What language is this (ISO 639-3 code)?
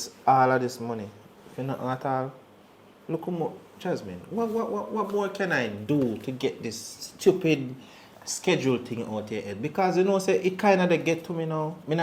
jam